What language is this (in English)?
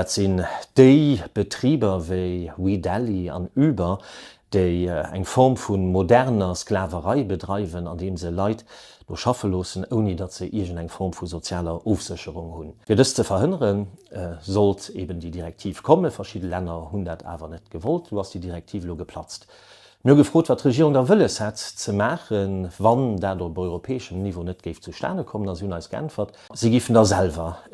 Luxembourgish